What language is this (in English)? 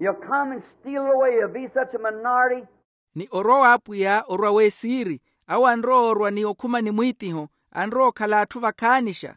Makhuwa